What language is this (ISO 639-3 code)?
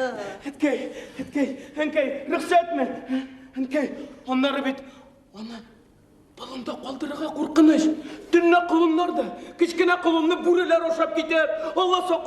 tat